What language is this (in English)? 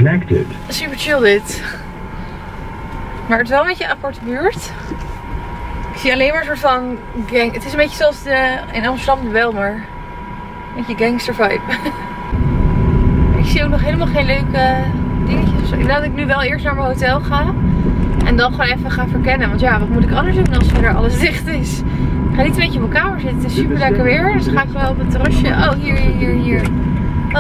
Dutch